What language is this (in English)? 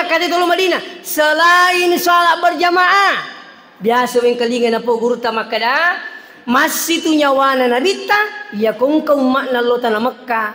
Buginese